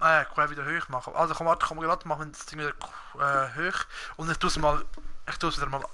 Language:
Swiss German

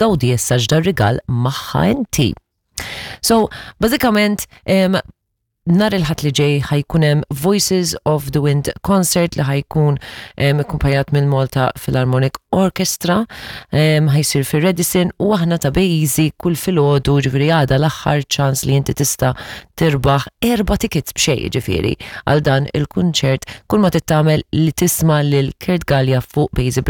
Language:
Maltese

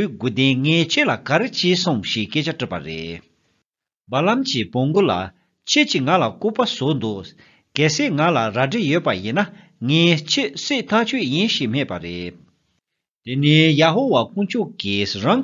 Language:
Tibetan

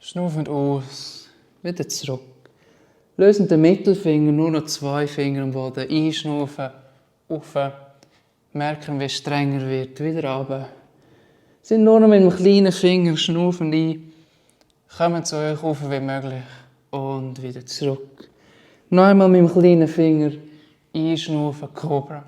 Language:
Swiss German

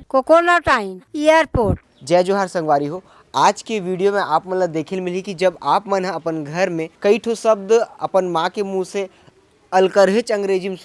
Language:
Chhattisgarhi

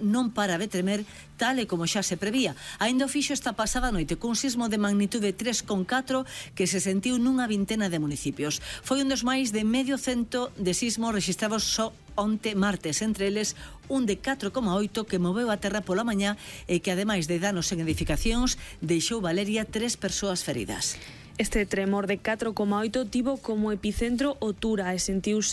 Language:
Galician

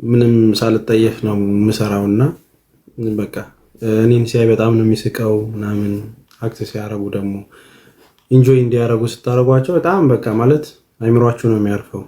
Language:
Amharic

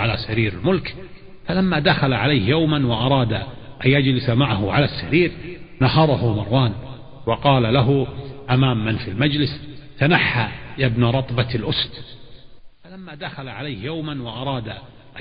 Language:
Arabic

